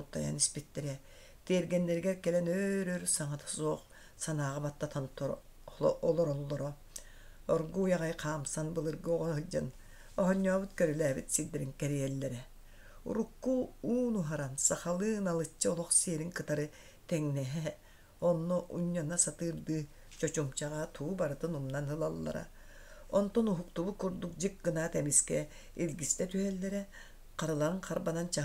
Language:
Yakut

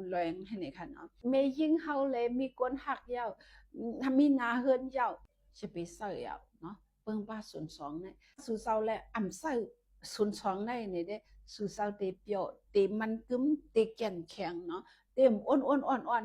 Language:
Shan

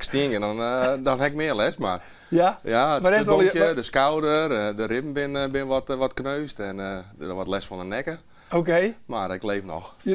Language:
Western Frisian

